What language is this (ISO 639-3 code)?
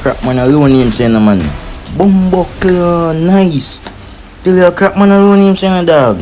jam